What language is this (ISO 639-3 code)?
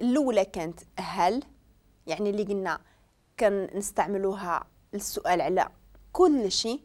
ary